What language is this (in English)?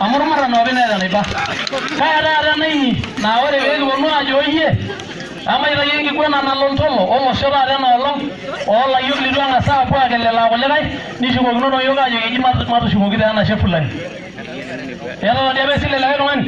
Masai